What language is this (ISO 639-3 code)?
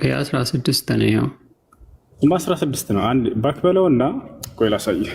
amh